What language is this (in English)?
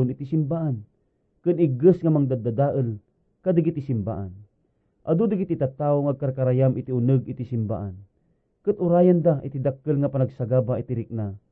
Iloko